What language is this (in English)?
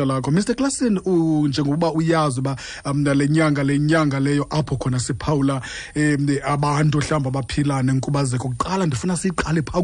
Xhosa